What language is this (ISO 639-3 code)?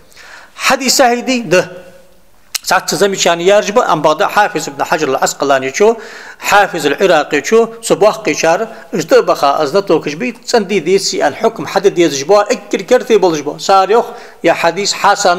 inh